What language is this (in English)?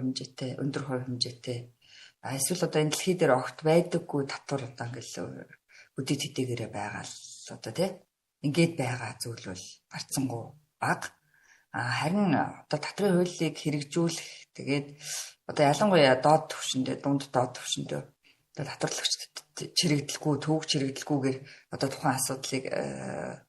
Mongolian